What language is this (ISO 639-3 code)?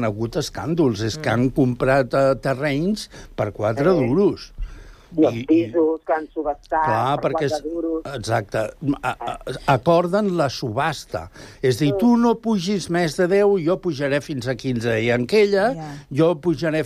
cat